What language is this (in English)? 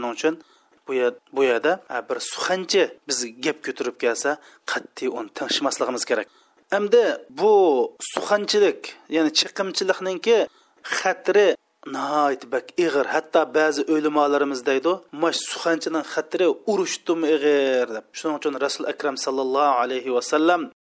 Uyghur